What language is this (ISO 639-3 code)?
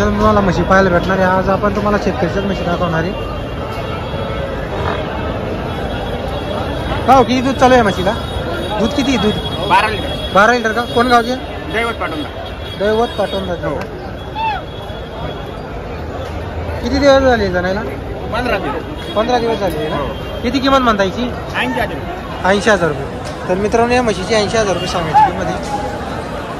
mar